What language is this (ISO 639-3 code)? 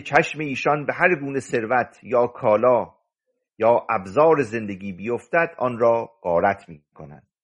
fas